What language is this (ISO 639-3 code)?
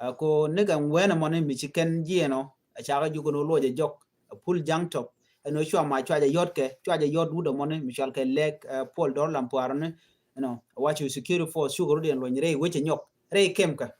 nus